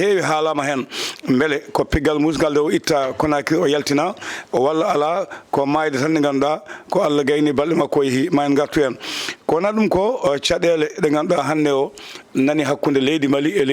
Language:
Fula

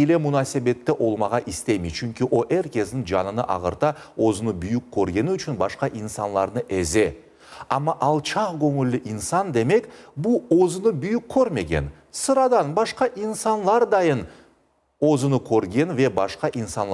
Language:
Crimean Tatar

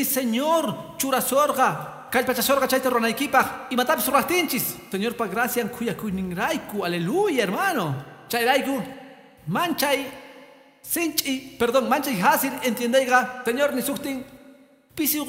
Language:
Quechua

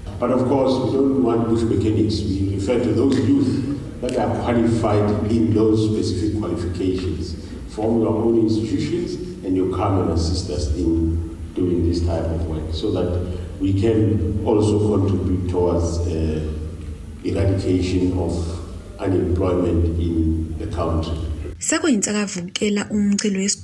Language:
Zulu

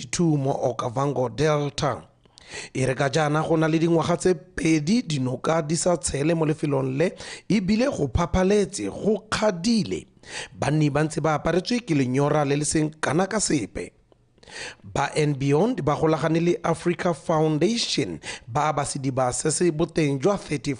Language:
Tswana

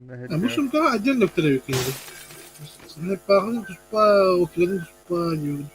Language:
Yakut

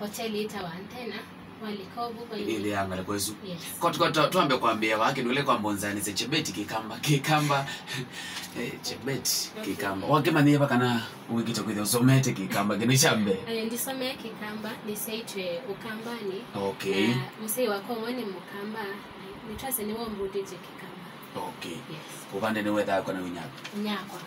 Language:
Kamba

